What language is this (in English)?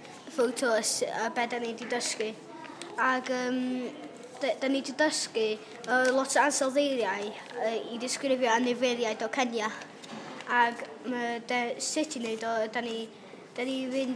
Welsh